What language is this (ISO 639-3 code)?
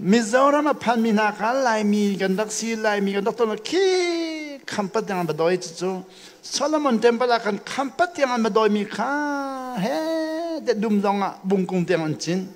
cnh